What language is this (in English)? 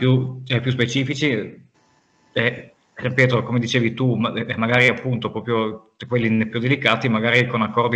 Italian